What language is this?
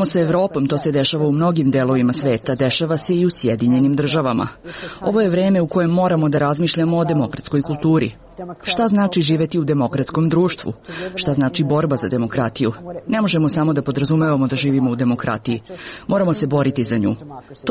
Serbian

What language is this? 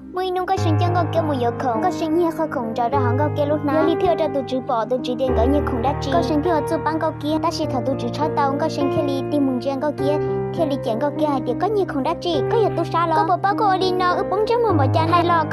Hmong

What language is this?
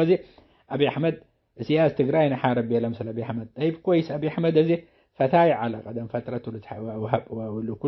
Tigre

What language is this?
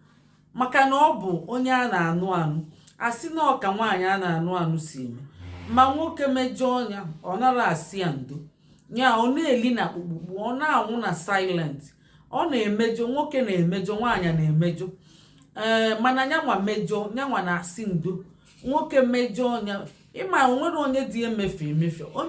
Igbo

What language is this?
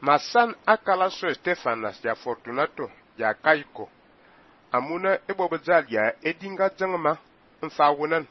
Fang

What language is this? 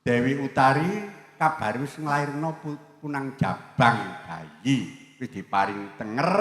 Javanese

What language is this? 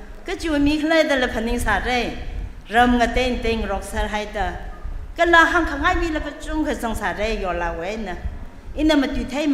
Tangkhul Naga (India)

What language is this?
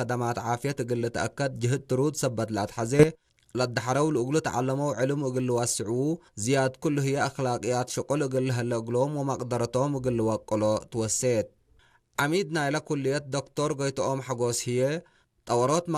Tigre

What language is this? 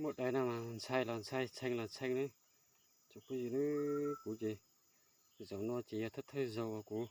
Hmong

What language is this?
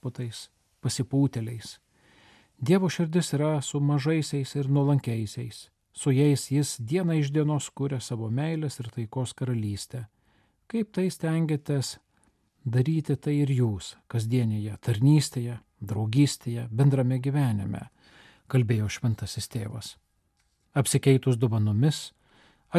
Lithuanian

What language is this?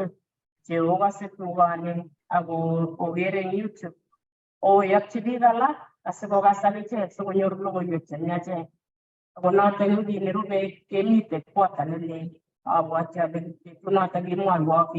Kalenjin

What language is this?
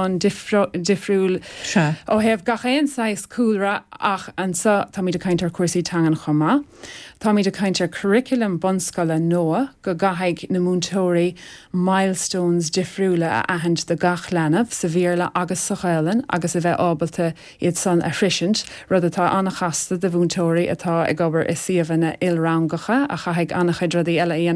Irish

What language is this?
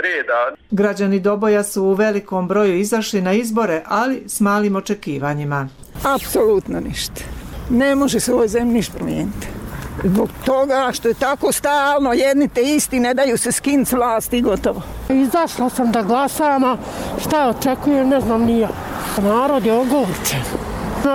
Serbian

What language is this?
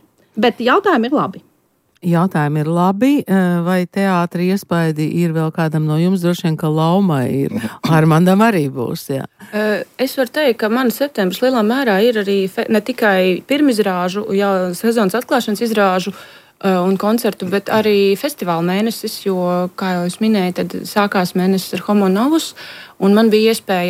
Latvian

